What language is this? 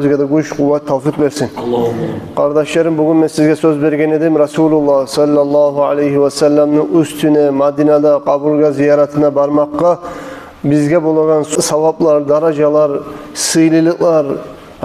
Kumyk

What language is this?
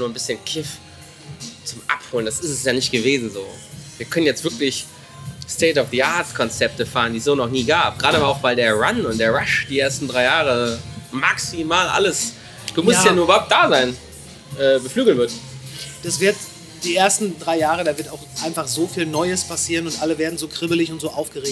German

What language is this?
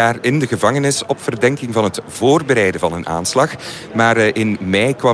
Dutch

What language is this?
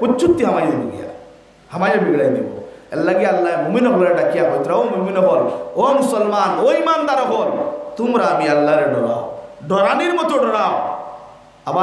Sylheti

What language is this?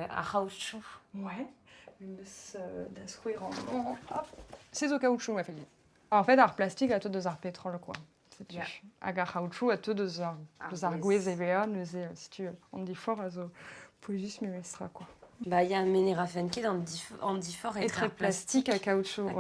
Breton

